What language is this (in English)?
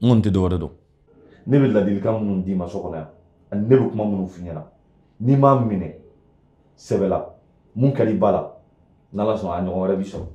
Bambara